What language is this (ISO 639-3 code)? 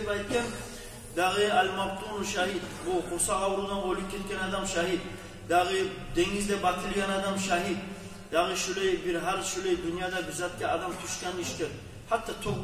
kum